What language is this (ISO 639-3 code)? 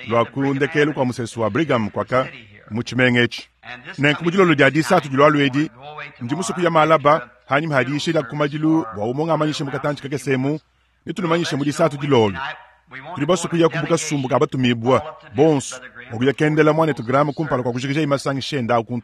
lua